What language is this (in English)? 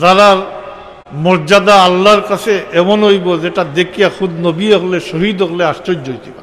Sylheti